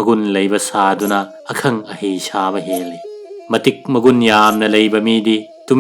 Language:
Manipuri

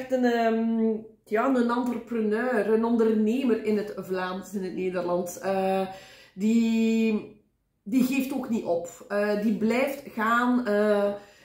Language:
Dutch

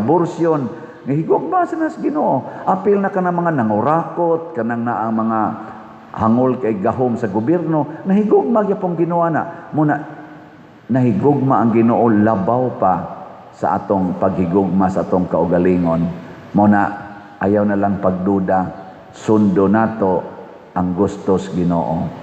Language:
Cebuano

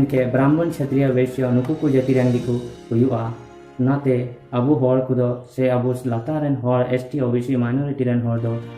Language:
Santali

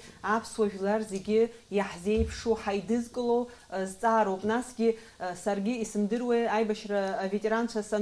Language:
Abkhazian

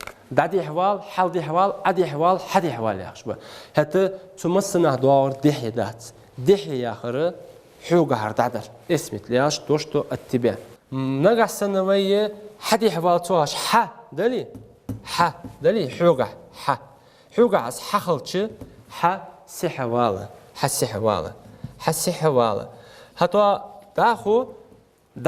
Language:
Ingush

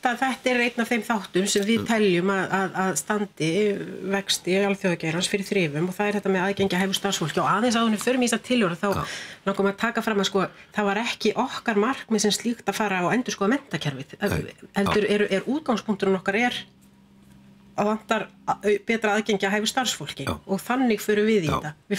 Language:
Icelandic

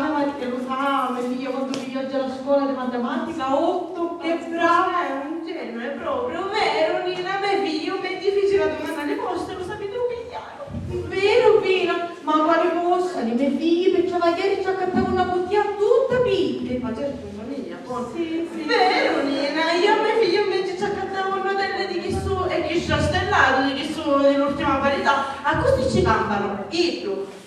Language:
Sicilian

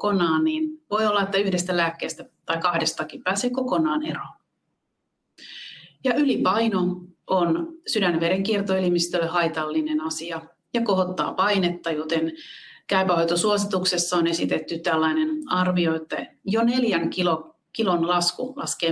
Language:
Finnish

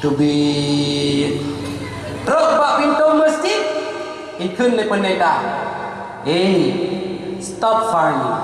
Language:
Achinese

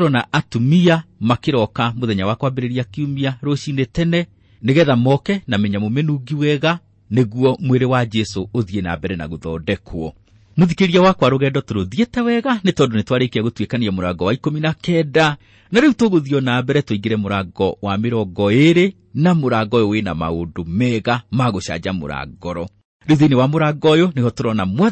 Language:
Kikuyu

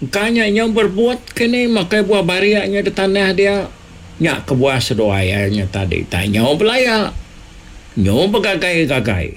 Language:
Iban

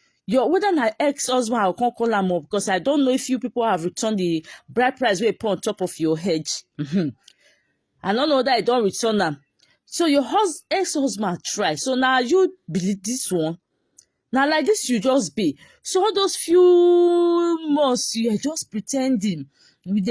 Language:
Nigerian Pidgin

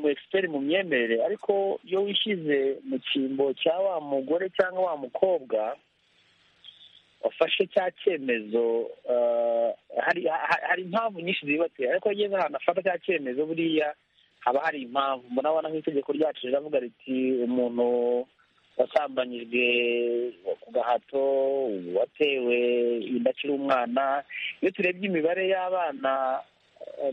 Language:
Kinyarwanda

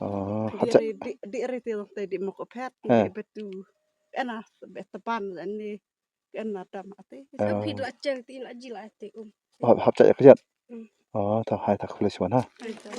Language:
Khasi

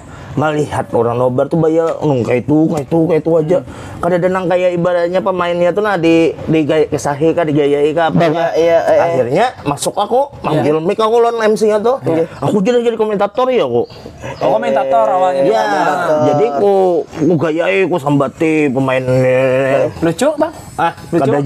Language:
Banjar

